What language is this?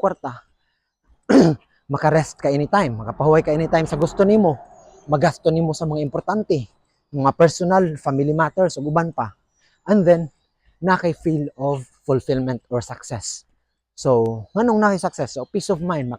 Cebuano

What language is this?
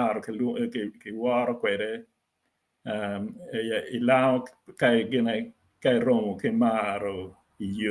Acoli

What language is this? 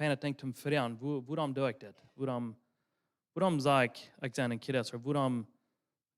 Plautdietsch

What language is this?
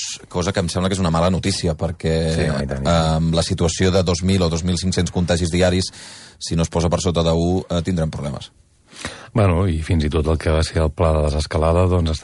Catalan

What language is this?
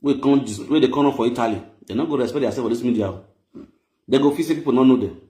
Nigerian Pidgin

